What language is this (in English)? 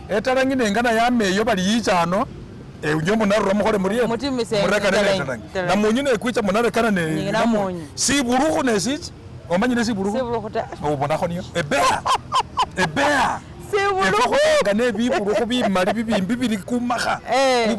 Masaaba